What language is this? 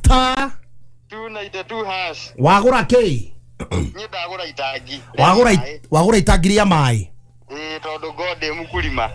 Kikuyu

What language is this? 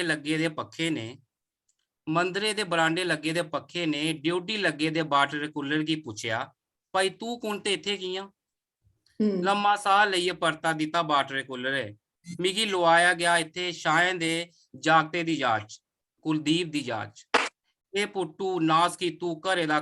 Dogri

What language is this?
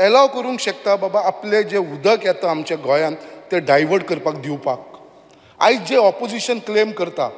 Konkani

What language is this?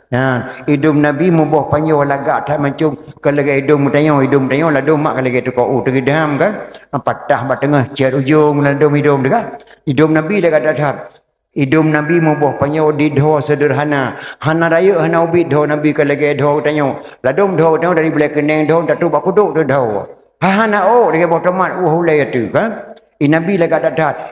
Achinese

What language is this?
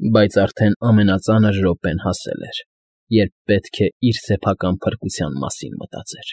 Armenian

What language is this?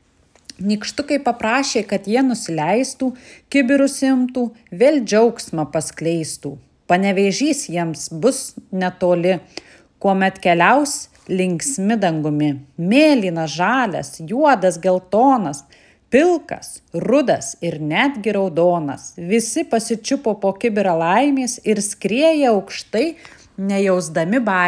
Lithuanian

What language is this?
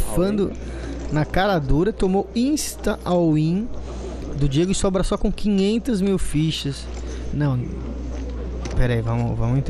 Portuguese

